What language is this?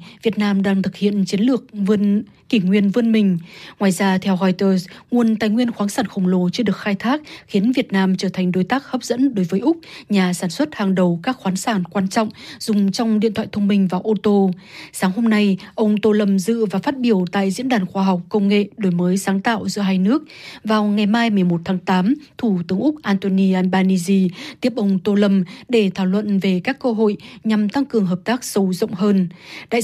Vietnamese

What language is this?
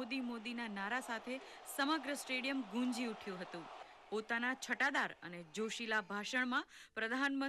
Gujarati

